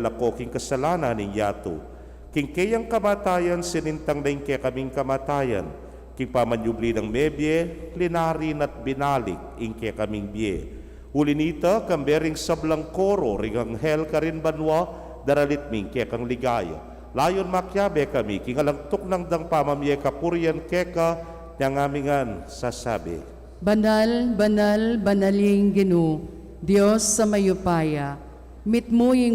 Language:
Pampanga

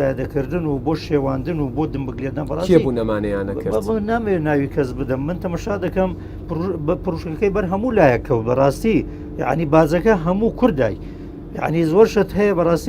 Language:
Central Kurdish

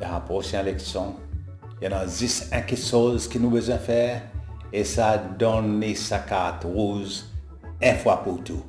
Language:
Seselwa Creole French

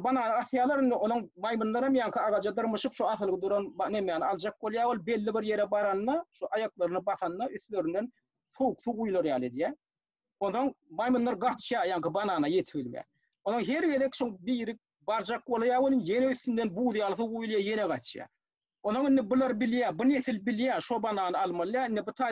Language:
Turkmen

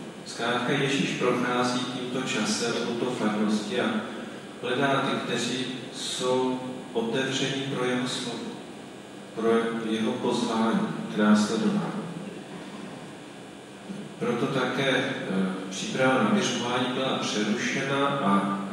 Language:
Czech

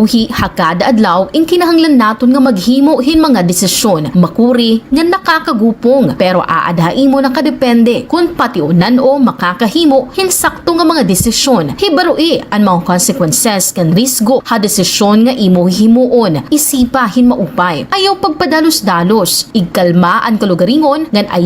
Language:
Waray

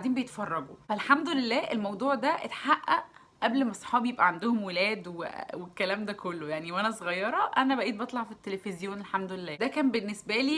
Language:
Egyptian Arabic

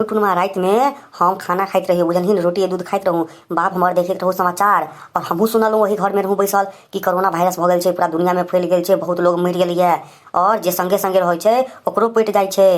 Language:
Maithili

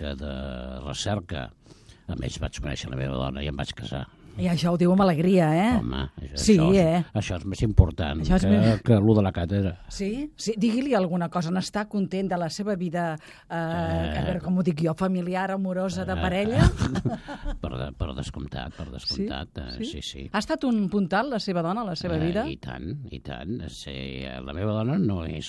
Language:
Catalan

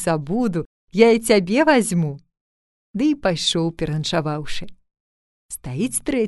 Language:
Belarusian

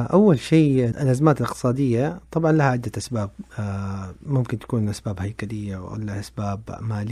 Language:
Najdi Arabic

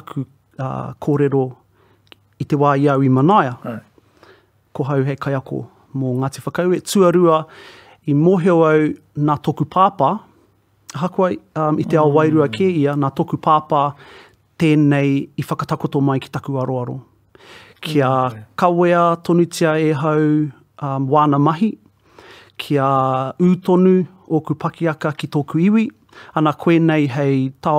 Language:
Māori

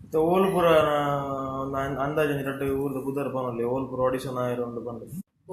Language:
Tulu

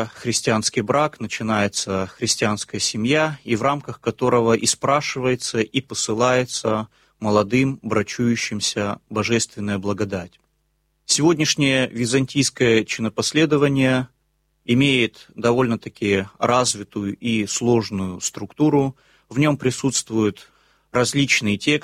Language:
Russian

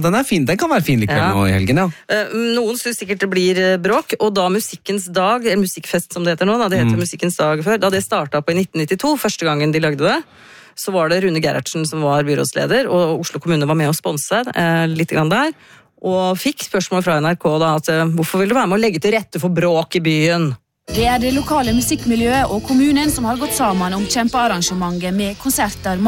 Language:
Norwegian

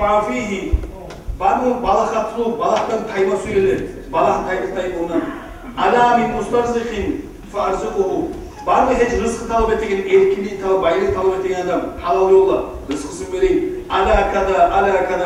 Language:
Kumyk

